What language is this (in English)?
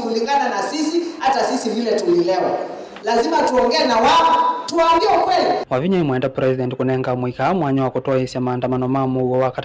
Kamba